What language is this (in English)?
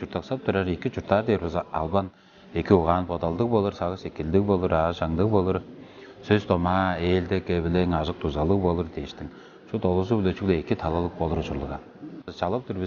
Tuvinian